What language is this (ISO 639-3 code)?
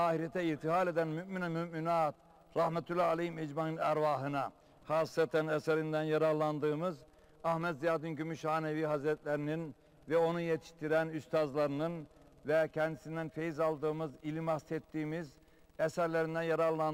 tur